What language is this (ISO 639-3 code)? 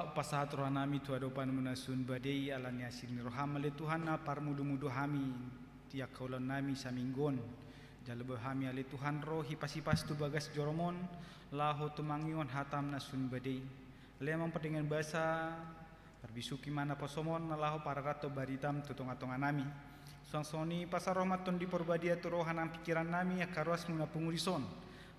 bbc